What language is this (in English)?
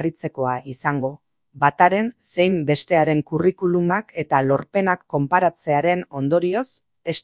Basque